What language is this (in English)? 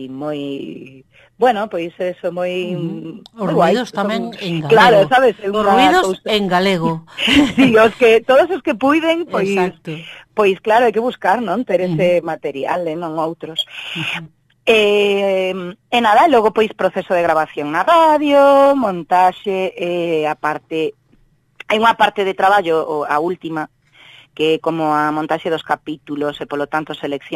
Galician